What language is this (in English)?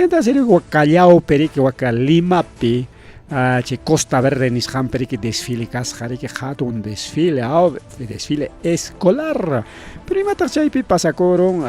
Ayacucho Quechua